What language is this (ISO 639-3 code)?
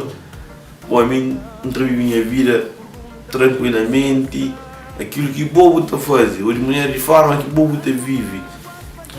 kea